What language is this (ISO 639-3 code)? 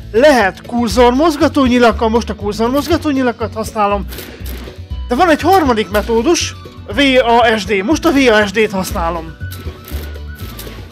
hun